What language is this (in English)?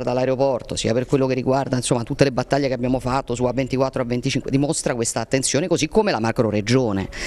Italian